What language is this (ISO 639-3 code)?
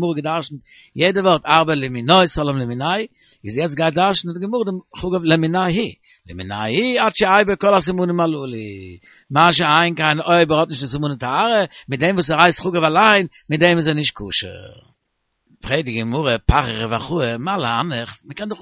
yid